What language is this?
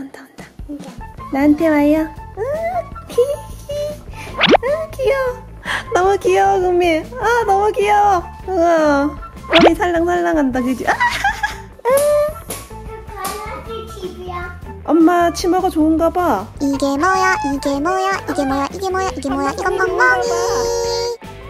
Korean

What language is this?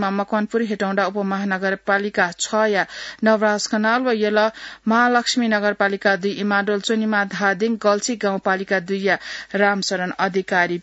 Newari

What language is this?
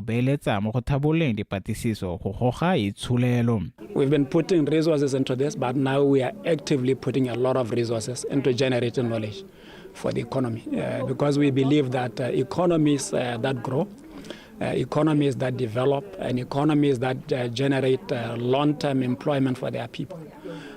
Tswana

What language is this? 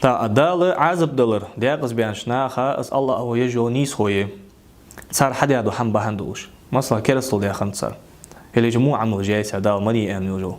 Ingush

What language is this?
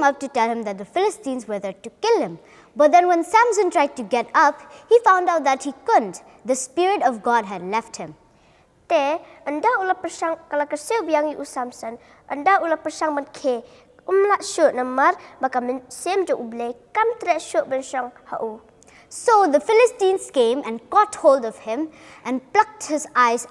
Khasi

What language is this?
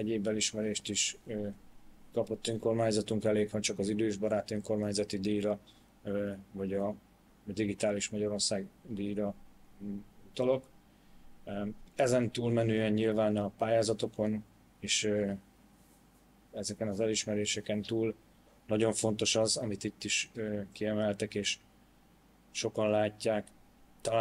Hungarian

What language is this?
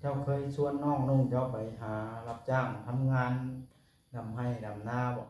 Lao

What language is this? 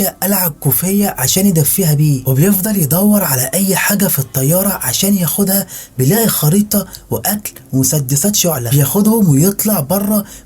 Egyptian Arabic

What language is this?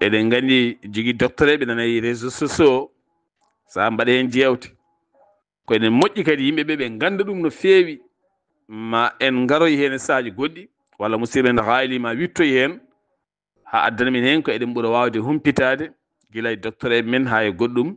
Fula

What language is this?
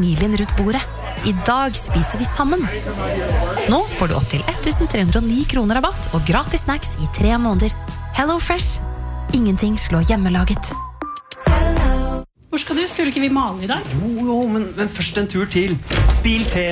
Norwegian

